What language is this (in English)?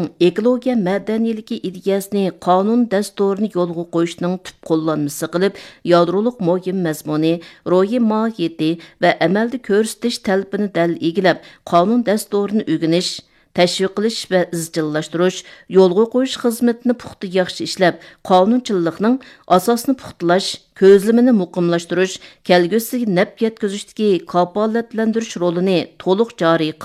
Uyghur